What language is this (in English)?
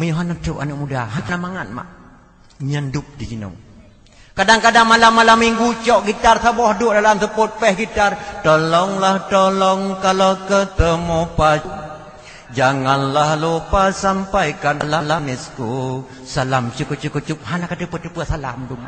Achinese